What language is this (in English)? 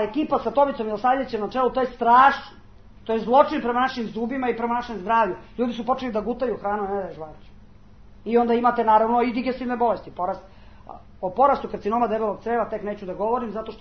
Serbian